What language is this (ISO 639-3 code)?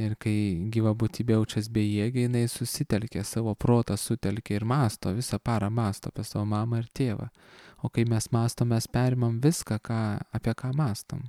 lit